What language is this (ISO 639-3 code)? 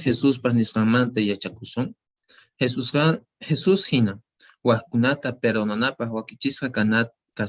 que